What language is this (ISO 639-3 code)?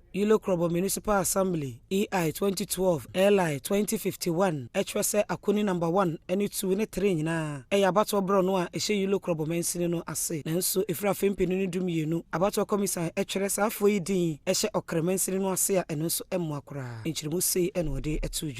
aka